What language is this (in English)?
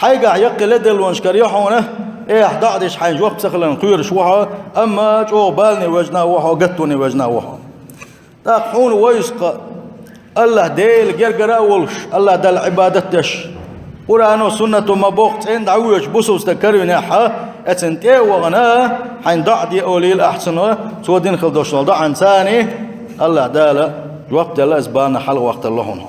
Chechen